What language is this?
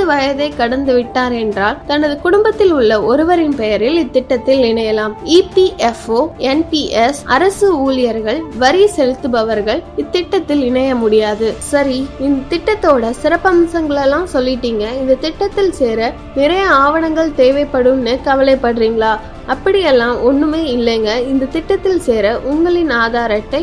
Tamil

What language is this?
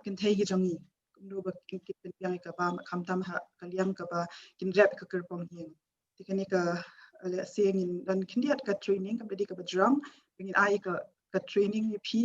Khasi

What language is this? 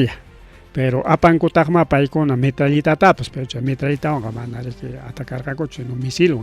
Ayacucho Quechua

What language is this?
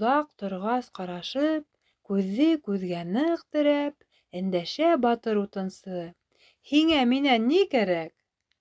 Bashkir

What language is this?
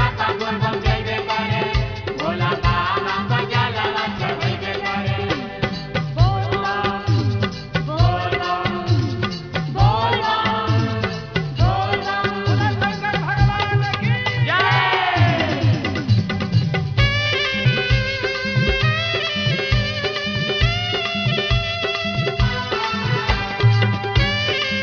Bhojpuri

